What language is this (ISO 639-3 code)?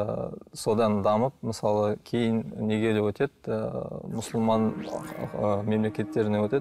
kaz